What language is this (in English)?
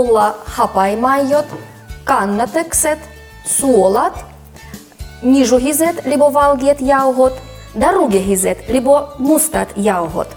Livvi